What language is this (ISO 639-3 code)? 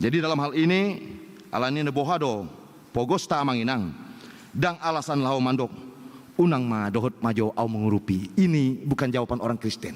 bbc